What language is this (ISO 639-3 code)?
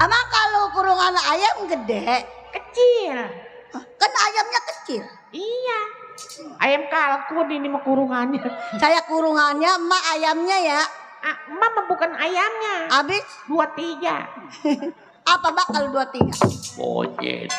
bew